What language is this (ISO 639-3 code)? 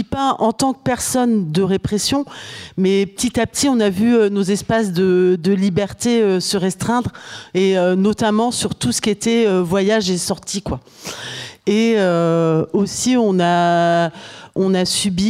fra